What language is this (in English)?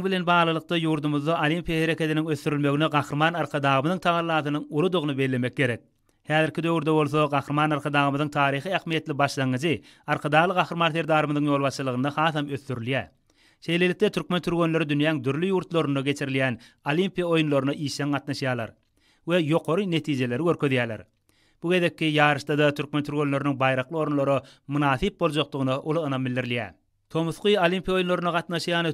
Turkmen